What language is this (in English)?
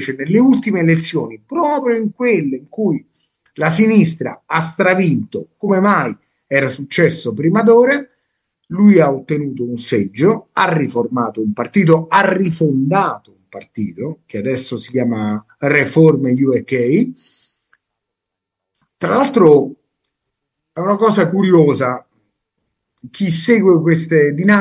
Italian